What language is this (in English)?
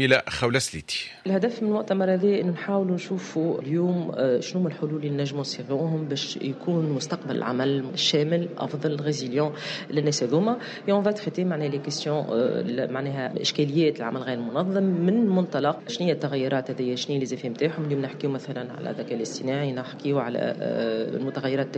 Tunisian Arabic